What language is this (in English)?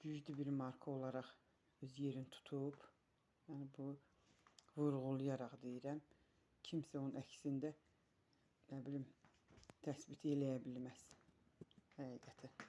Azerbaijani